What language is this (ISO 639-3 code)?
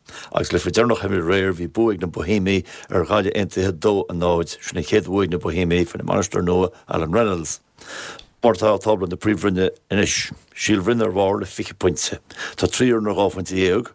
gle